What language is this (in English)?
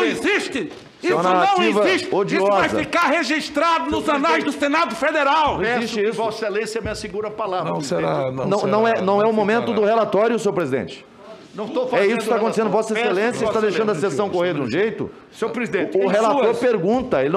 Portuguese